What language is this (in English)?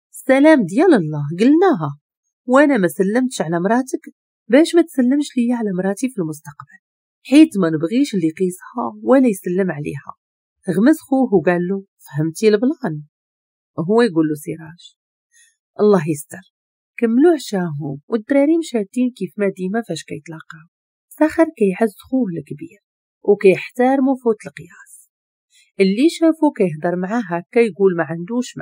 Moroccan Arabic